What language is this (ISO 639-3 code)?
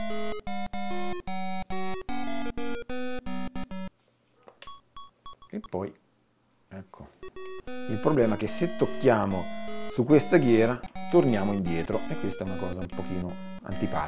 ita